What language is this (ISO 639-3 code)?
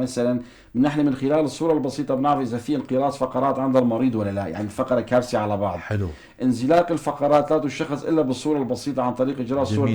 apc